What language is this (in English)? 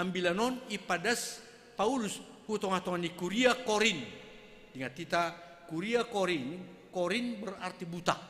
Batak Simalungun